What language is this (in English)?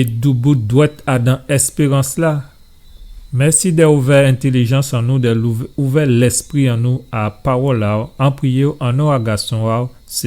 Guadeloupean Creole French